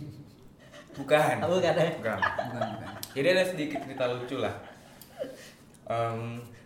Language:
Indonesian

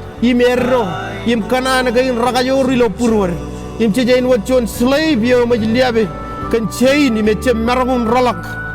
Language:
Marshallese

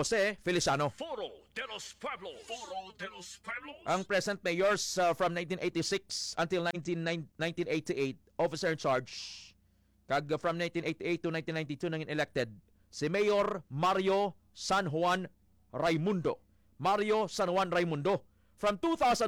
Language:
Hiligaynon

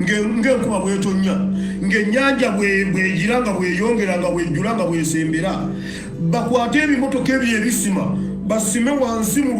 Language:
Ganda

